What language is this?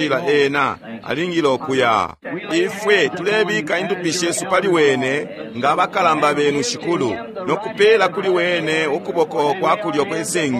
Bemba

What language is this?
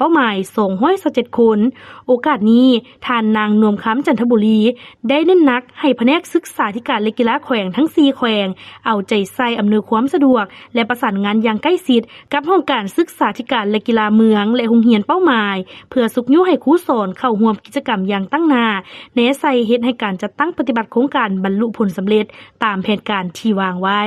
Lao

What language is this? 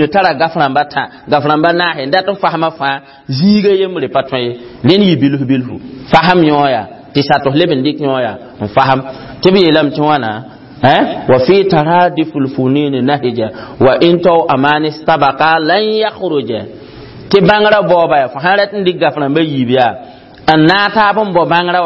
Mossi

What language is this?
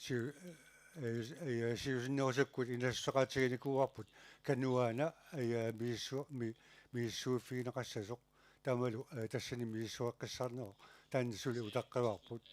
Kalaallisut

